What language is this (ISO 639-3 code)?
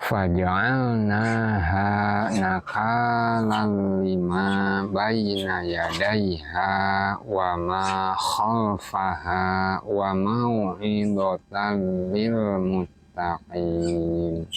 sun